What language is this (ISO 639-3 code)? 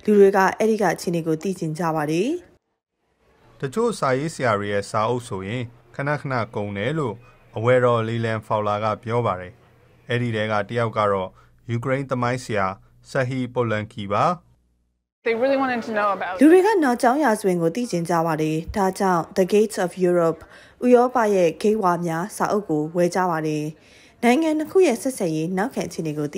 mya